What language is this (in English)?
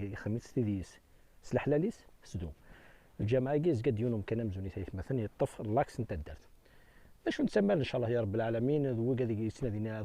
Kabyle